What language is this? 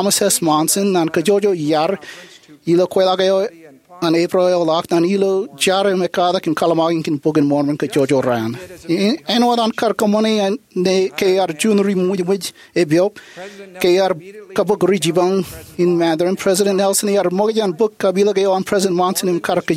Marshallese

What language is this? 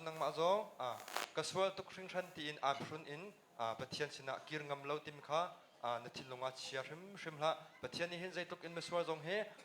Hakha Chin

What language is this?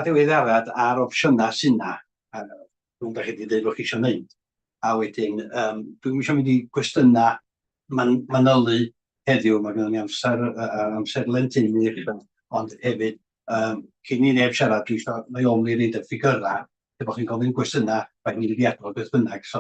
Welsh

